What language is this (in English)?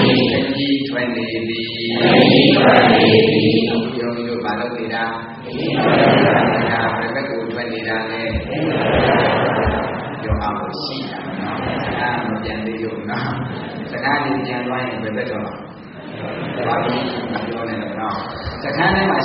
Burmese